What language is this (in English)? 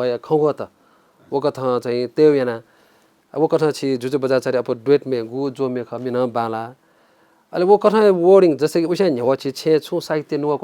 Newari